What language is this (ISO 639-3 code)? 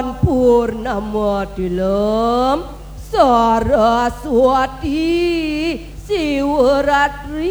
ban